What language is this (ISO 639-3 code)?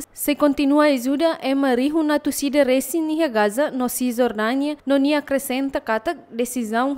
tet